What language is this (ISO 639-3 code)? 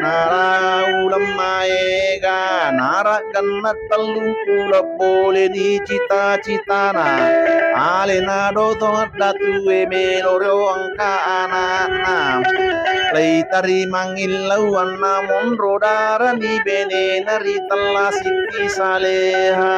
bug